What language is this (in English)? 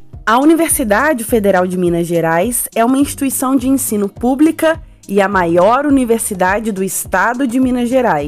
Portuguese